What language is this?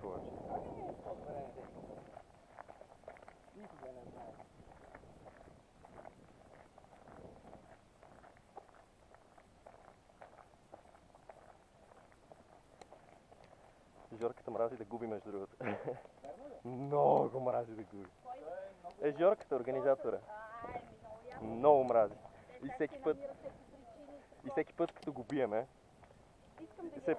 Bulgarian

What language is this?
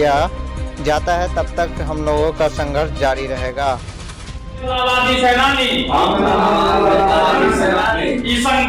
Maithili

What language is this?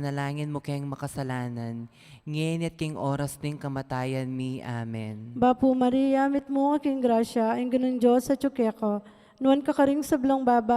Pampanga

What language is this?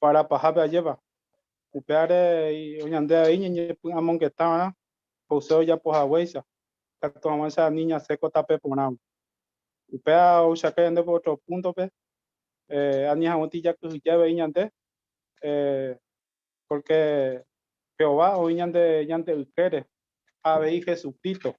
Guarani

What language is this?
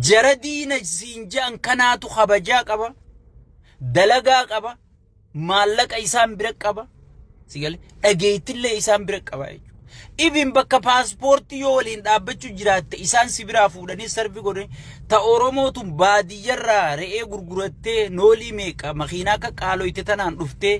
Oromo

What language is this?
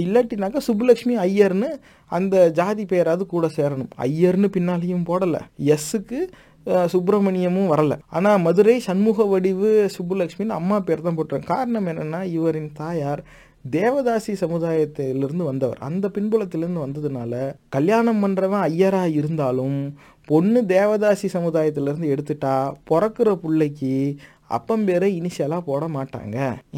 Tamil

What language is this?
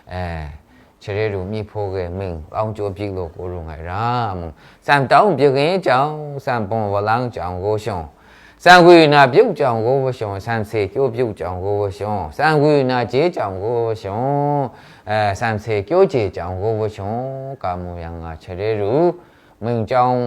Maru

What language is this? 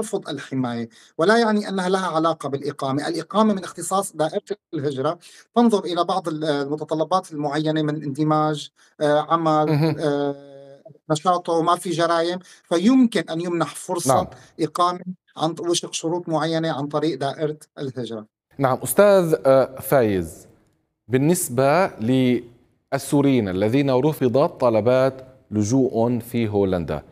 Arabic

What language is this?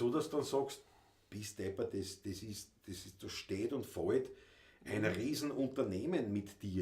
Bavarian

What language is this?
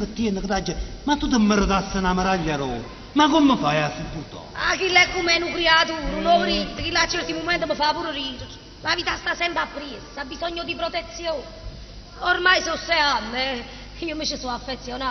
Neapolitan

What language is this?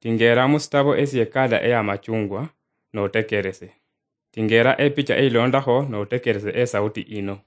Luyia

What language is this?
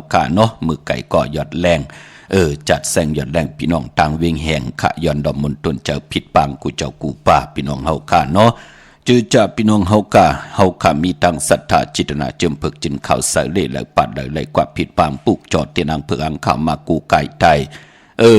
Shan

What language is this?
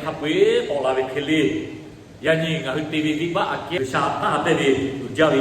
Lahu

